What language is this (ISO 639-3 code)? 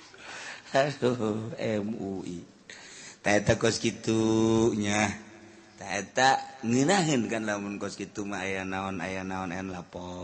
sun